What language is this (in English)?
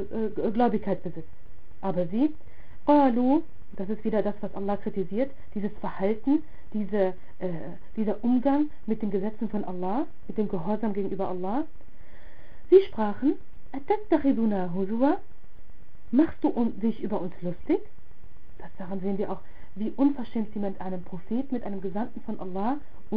German